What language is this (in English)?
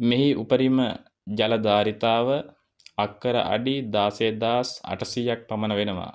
Sinhala